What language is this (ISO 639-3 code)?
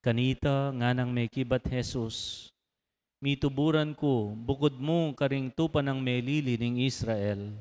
pam